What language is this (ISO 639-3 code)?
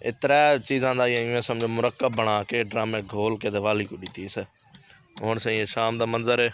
skr